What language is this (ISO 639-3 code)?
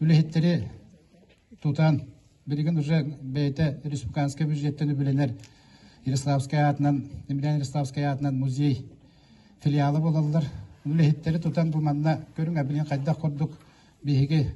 sah